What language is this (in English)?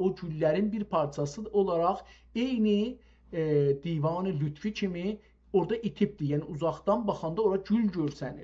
South Azerbaijani